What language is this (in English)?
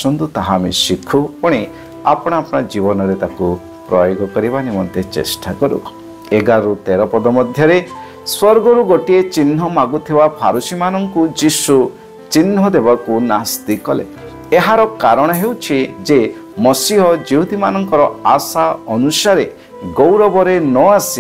Odia